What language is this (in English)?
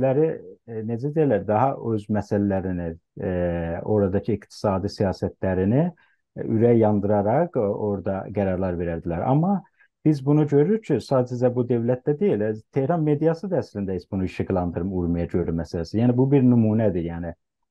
South Azerbaijani